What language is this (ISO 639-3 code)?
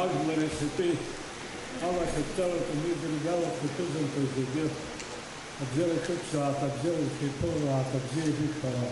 abk